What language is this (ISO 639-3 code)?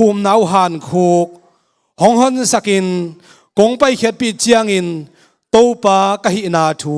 ctd